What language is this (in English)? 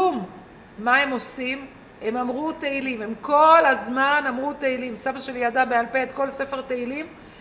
Hebrew